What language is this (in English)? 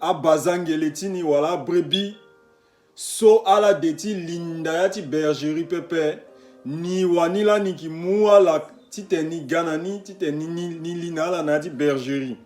Sango